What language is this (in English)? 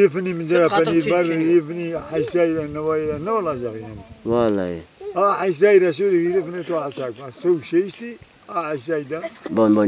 Zaza